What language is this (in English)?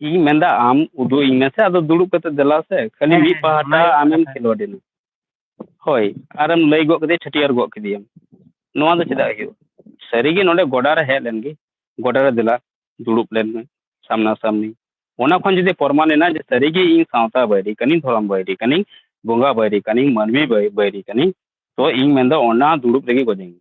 Santali